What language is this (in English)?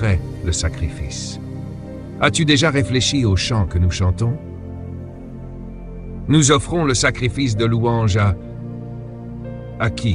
French